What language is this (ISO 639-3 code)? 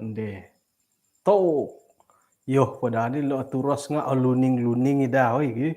dtp